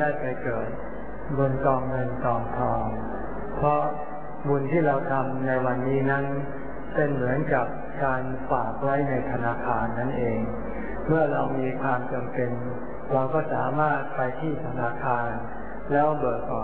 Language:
Thai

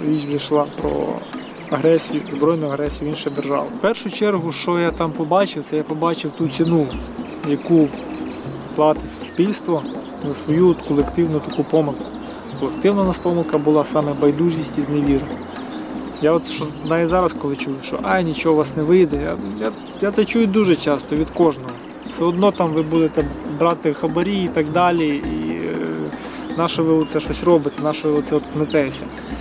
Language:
Ukrainian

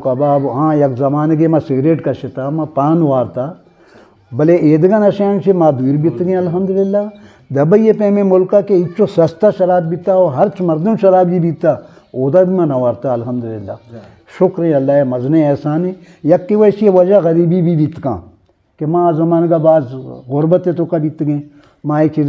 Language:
Eastern Balochi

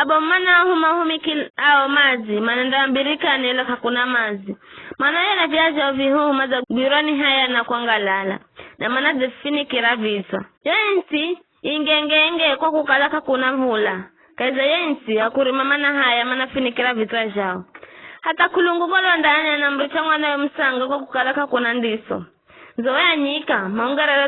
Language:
Giryama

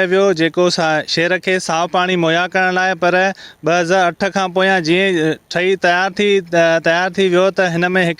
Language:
Sindhi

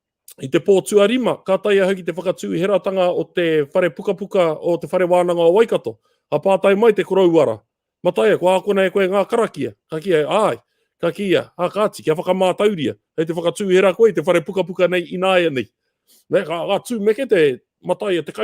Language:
Māori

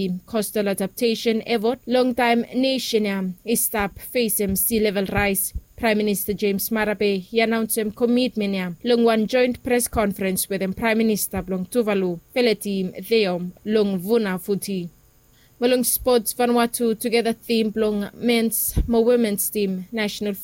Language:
Bislama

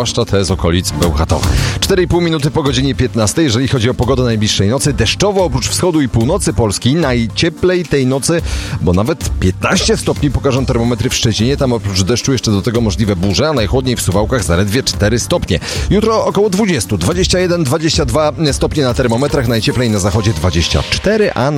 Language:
Polish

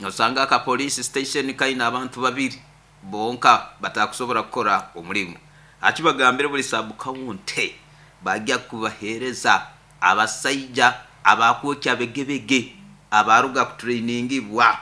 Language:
Nyankole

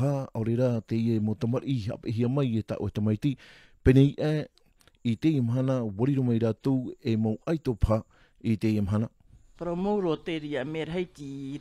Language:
Tahitian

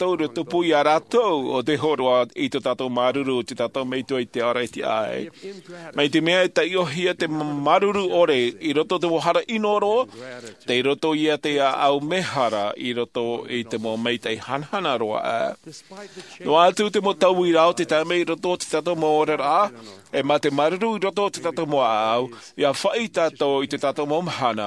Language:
Tahitian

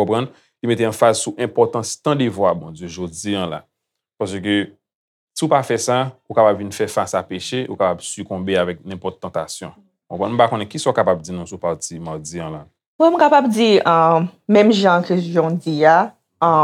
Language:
Haitian Creole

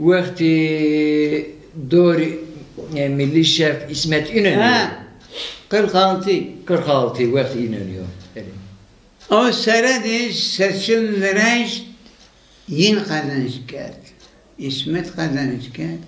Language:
Zaza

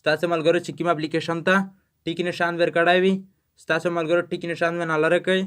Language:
Pashto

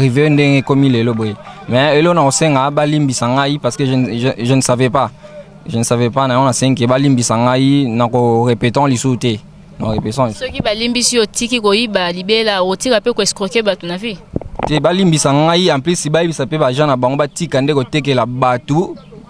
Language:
Lingala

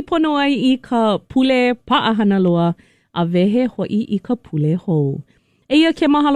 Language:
Hawaiian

